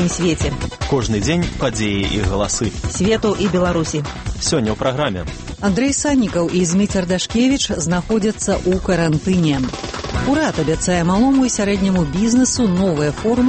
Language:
Belarusian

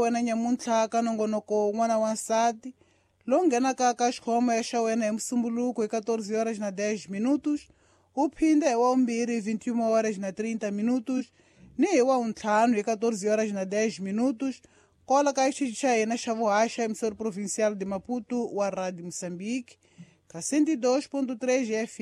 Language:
Tsonga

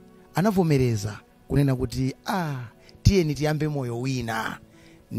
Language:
Nyanja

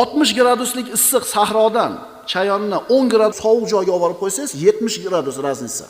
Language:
Uzbek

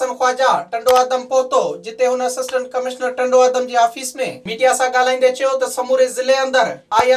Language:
Sindhi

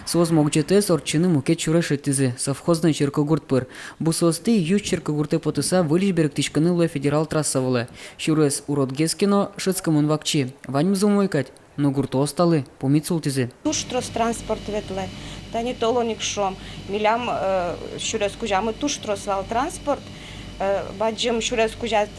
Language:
Udmurt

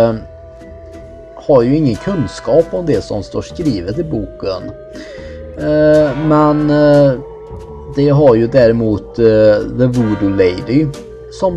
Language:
Swedish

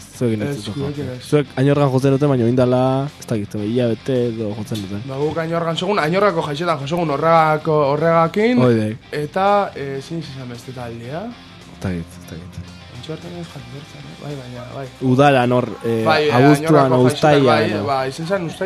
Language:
Basque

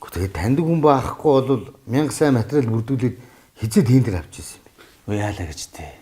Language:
Mongolian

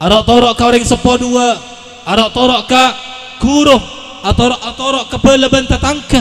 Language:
Madurese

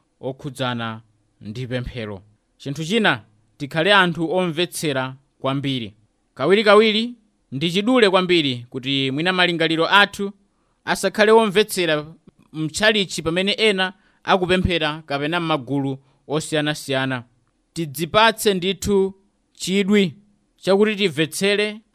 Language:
Nyanja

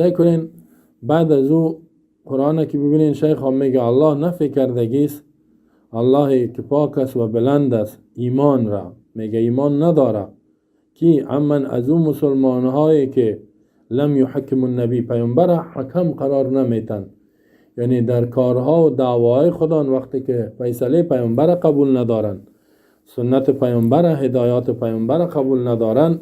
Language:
Persian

